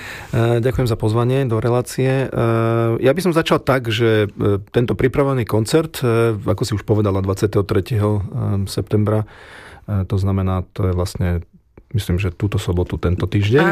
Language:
Slovak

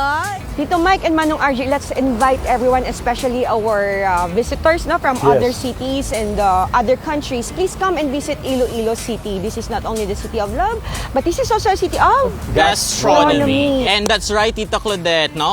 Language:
Hiligaynon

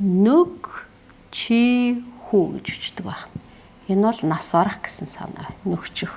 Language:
Mongolian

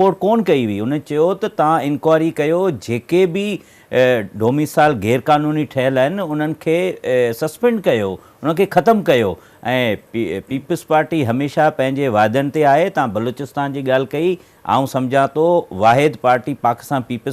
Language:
Sindhi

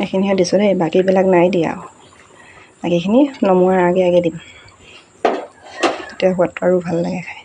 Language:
Assamese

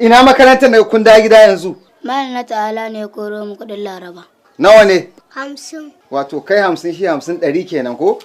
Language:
Hausa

